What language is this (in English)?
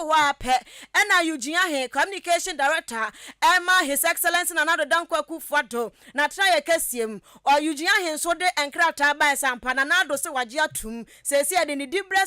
Akan